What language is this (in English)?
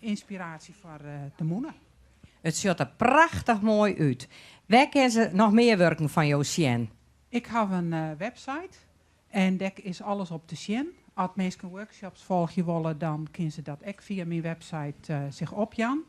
Western Frisian